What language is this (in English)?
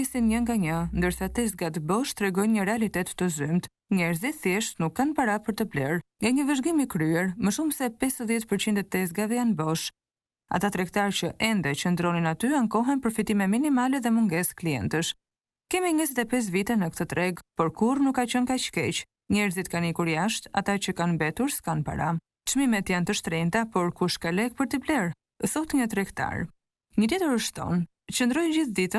Albanian